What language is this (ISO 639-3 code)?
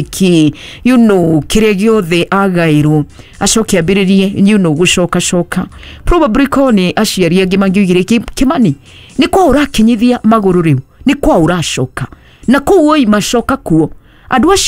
kik